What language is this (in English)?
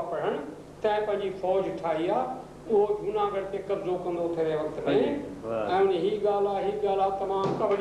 Sindhi